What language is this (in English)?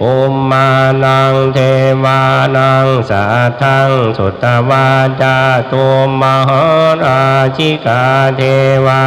Pali